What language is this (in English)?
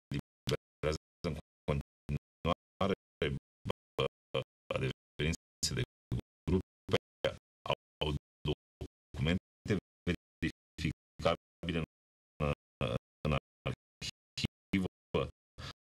Romanian